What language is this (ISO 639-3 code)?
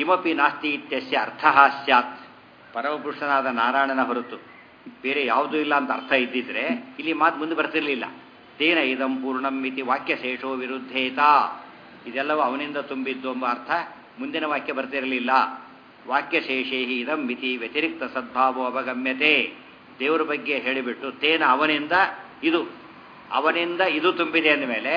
kan